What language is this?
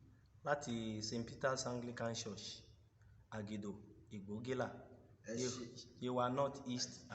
Yoruba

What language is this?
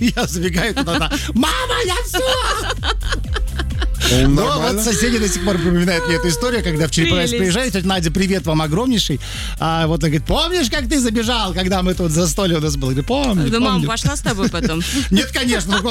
Russian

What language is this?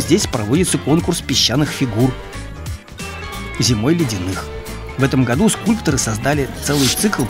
Russian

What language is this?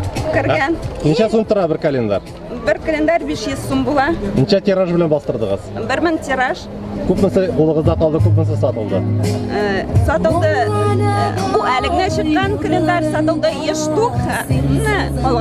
Tatar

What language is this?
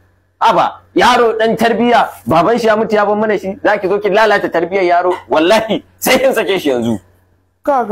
Hausa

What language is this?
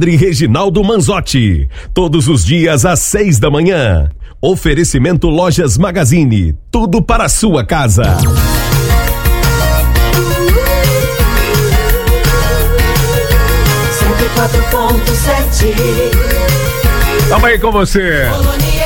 Portuguese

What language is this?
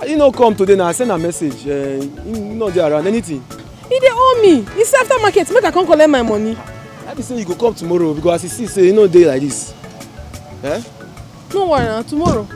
Nigerian Pidgin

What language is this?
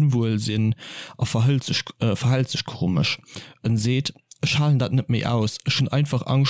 Luxembourgish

